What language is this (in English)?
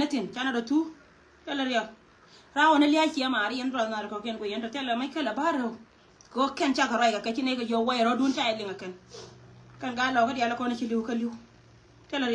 Nuer